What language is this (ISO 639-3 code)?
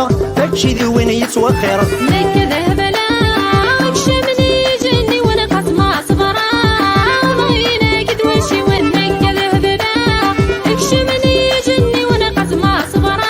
kab